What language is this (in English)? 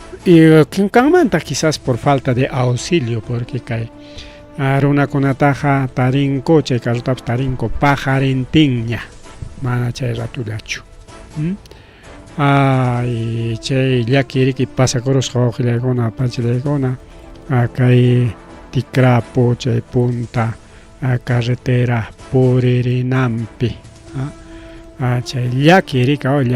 Ayacucho Quechua